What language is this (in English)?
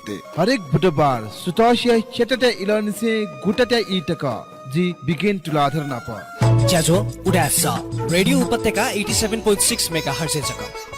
Newari